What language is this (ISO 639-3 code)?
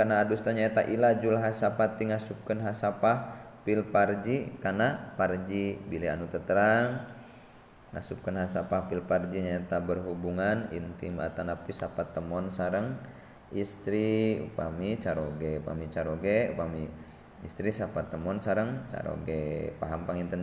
sun